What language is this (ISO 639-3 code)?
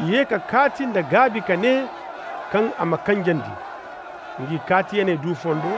ses